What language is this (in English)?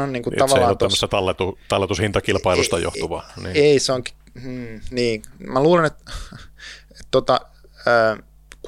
Finnish